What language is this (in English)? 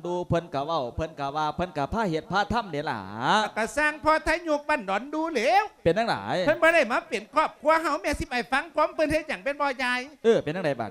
Lao